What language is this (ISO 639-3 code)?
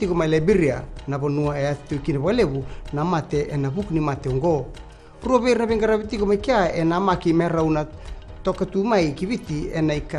fij